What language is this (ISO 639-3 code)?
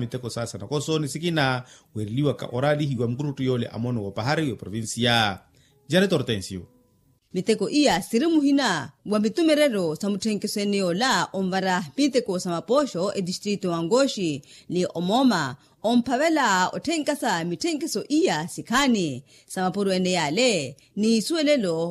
vmw